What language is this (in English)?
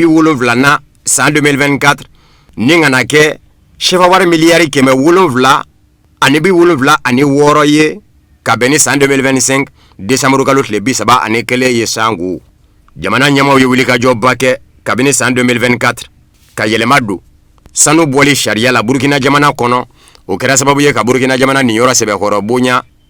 Bambara